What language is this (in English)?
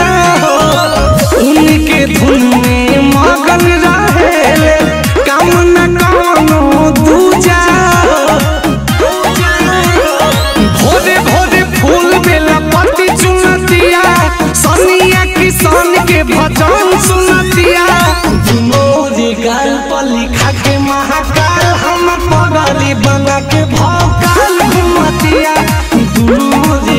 Bhojpuri